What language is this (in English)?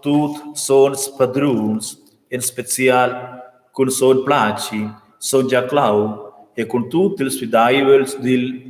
Romansh